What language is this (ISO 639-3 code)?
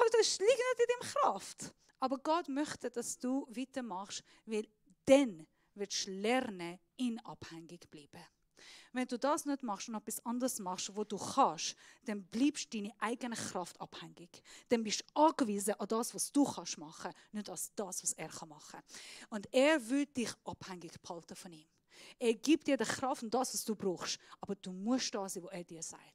gsw